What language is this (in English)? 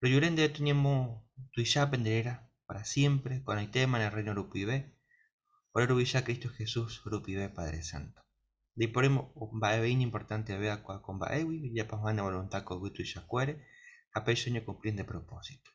Guarani